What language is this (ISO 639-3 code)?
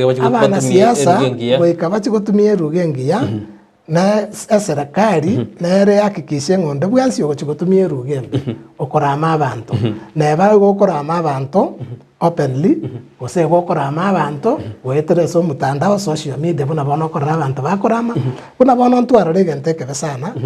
guz